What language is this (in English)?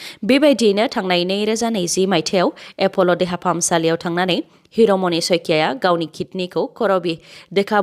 Bodo